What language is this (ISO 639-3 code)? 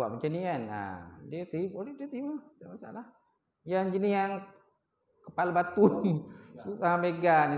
msa